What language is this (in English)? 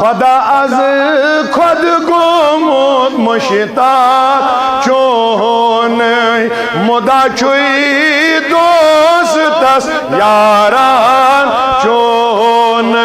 Kashmiri